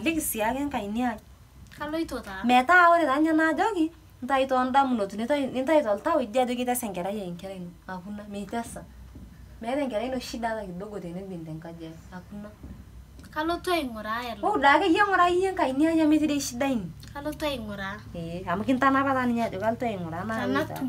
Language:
Masai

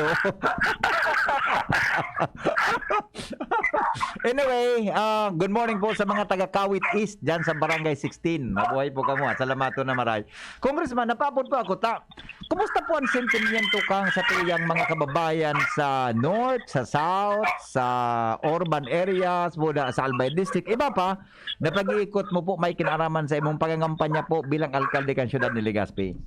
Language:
Bikol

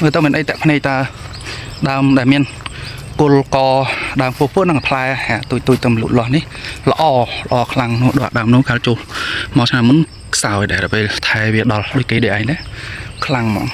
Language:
Khmer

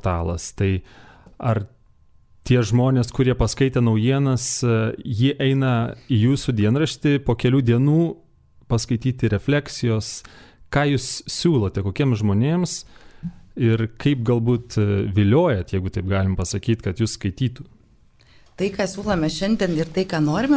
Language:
Lithuanian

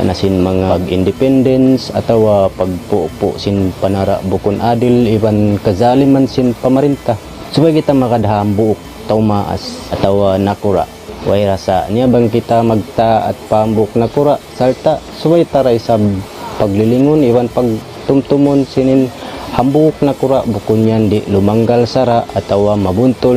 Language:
Tausug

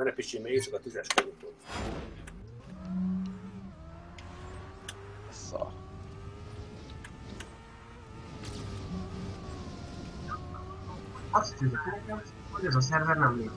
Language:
Hungarian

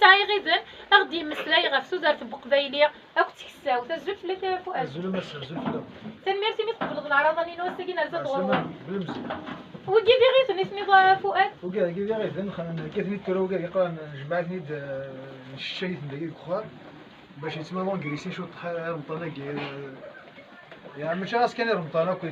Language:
Kabyle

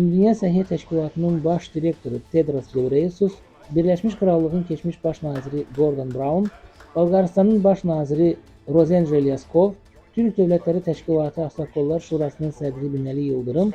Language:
Azerbaijani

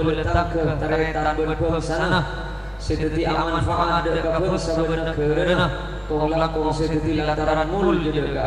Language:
Madurese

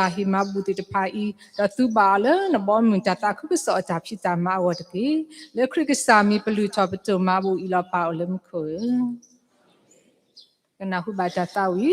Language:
S'gaw Karen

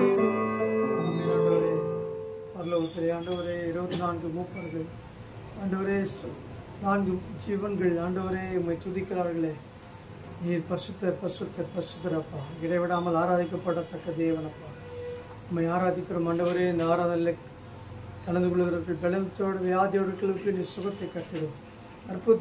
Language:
Tamil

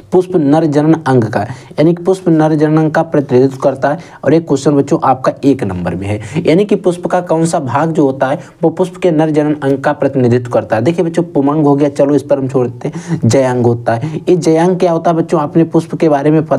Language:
Hindi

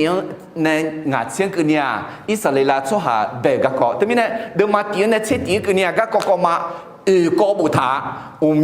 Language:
Akha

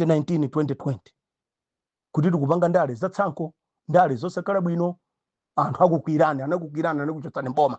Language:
Nyanja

